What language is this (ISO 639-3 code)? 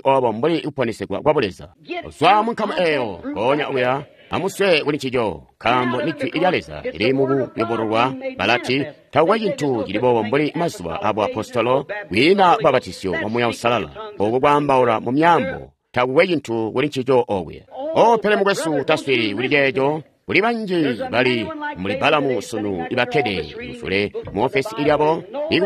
toi